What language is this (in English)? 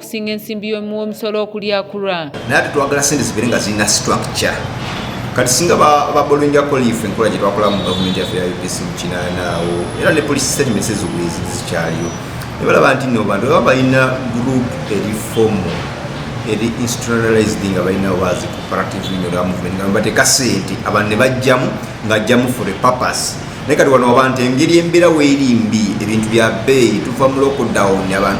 Ganda